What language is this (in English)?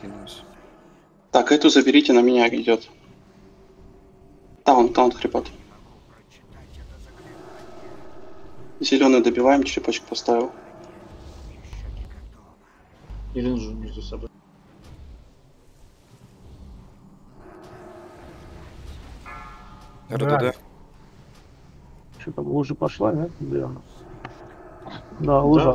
Russian